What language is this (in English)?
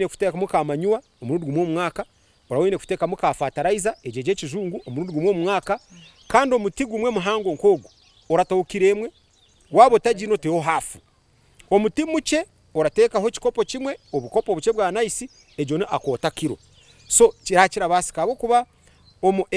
Nyankole